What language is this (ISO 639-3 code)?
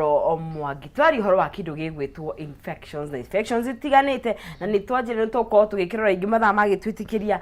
kik